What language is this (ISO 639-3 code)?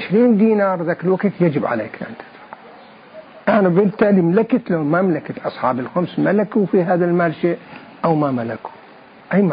acm